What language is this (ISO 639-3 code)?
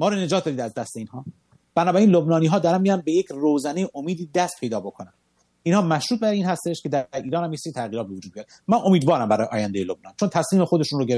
fas